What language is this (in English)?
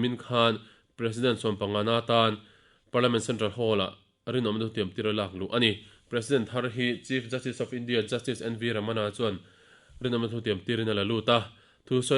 Mizo